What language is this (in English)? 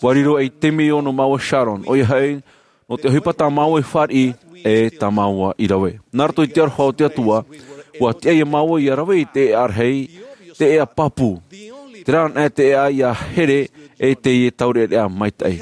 Tahitian